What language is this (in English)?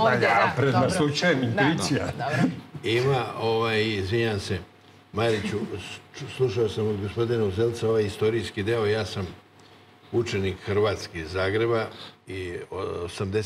Serbian